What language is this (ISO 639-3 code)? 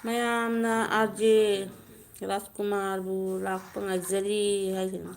mni